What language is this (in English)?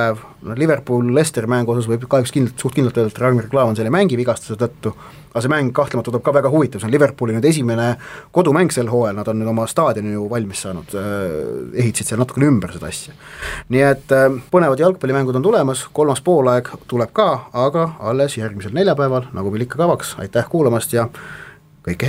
Estonian